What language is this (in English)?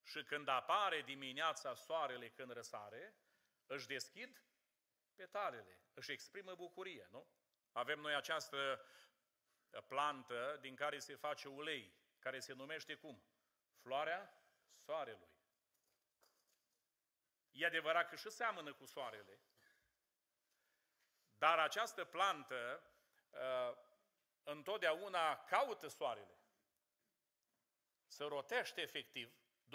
Romanian